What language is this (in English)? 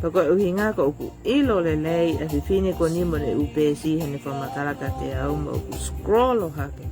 Tongan